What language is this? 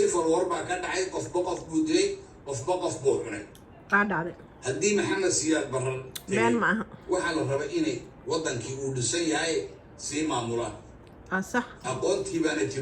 Somali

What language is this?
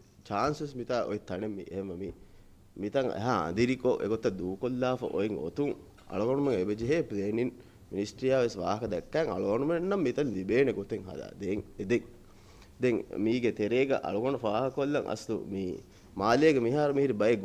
Divehi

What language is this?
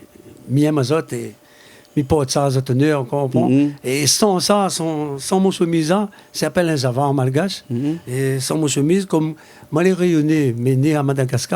Réunion Creole French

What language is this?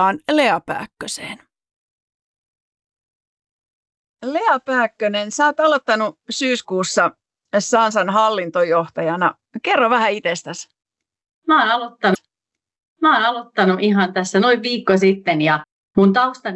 Finnish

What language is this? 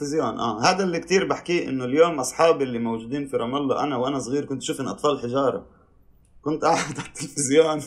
North Levantine Arabic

